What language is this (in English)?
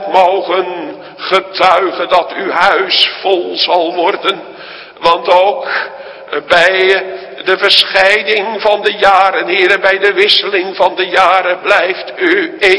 Dutch